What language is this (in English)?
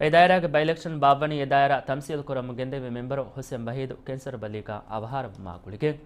Divehi